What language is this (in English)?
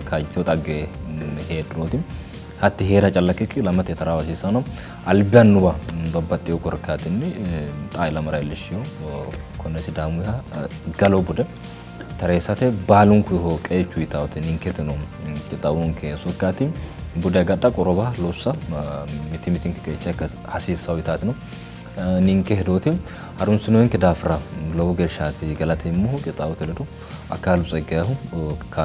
Sidamo